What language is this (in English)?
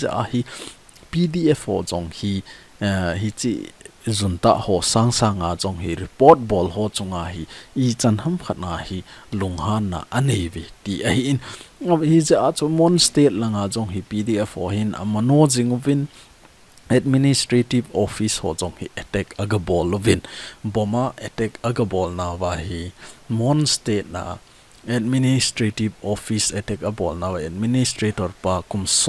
Thado Chin